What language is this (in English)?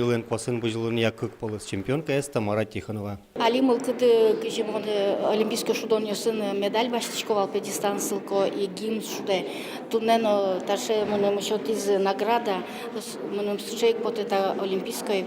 Udmurt